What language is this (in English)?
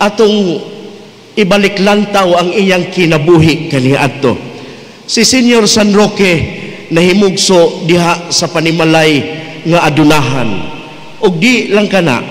Cebuano